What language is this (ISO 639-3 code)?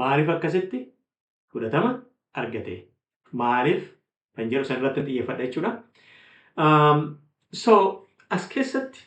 orm